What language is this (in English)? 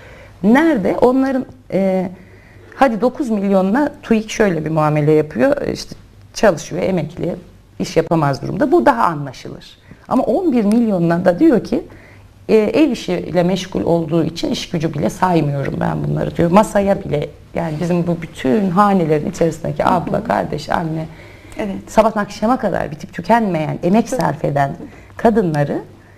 Turkish